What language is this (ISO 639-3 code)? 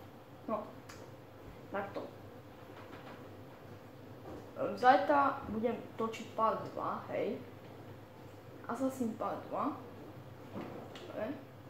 slk